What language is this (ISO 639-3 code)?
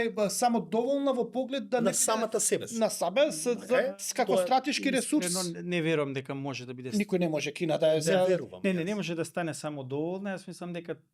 mkd